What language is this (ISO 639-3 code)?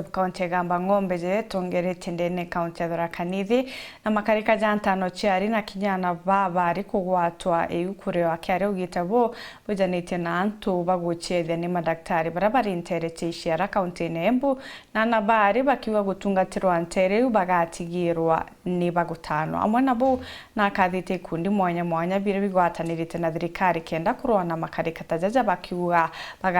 mer